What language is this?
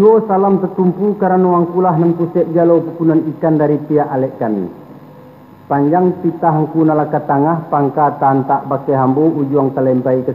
Minangkabau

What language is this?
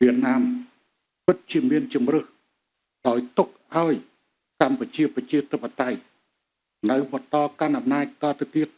Khmer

